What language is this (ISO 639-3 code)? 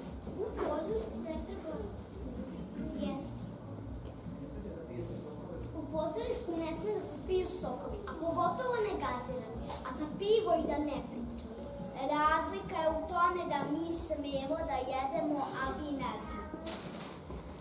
srp